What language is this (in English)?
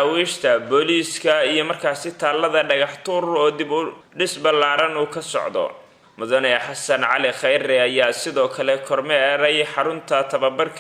Somali